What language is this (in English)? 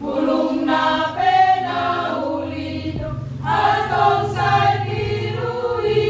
Batak Toba